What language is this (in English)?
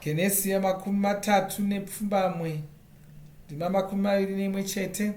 Shona